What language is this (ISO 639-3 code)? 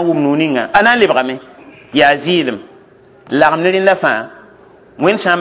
mos